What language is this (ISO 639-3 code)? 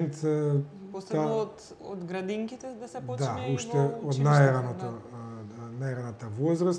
mkd